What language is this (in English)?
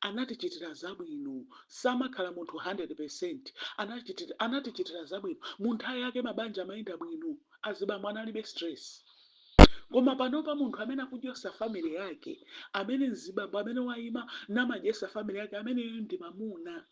Nyanja